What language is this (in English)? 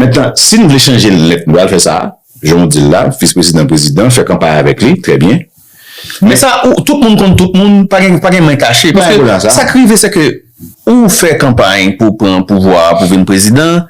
Haitian Creole